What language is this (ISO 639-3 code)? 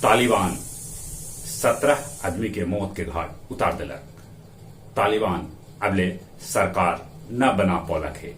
mag